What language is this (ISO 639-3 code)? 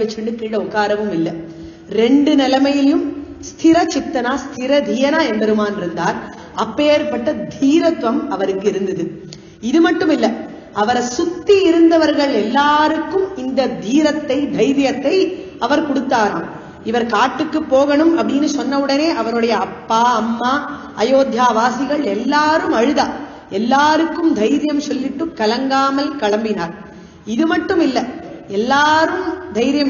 tam